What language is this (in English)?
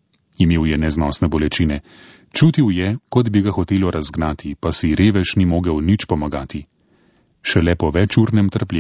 Slovenian